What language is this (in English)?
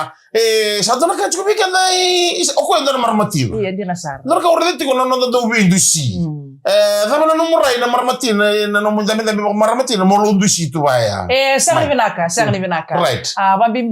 Fijian